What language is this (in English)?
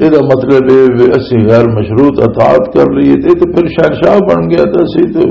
Western Panjabi